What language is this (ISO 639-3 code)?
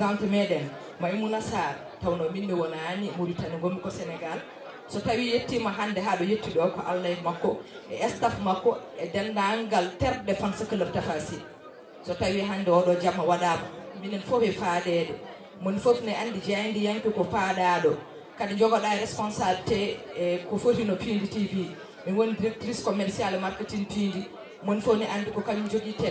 ful